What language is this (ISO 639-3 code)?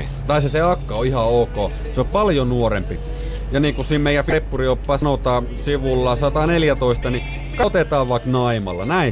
fin